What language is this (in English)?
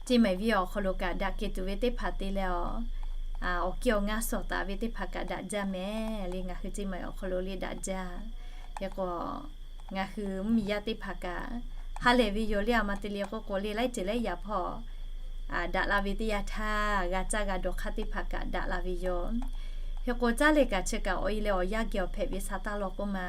Lahu